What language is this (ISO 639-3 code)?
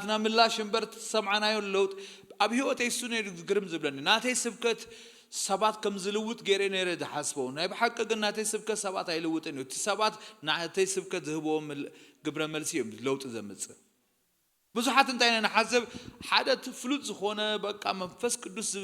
tir